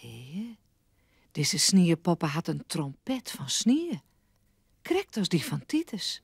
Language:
Western Frisian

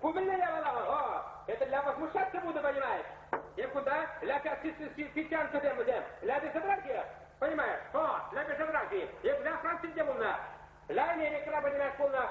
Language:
Chuvash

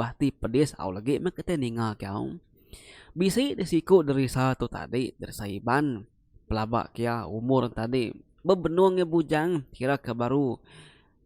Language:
Iban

